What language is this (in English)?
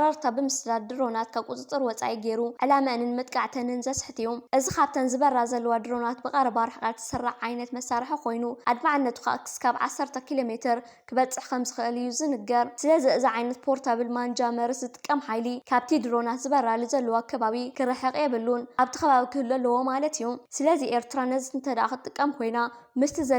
Tigrinya